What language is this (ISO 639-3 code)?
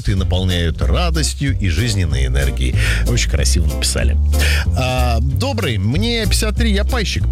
rus